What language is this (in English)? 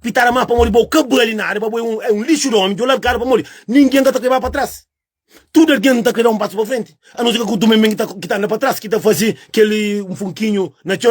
Kabuverdianu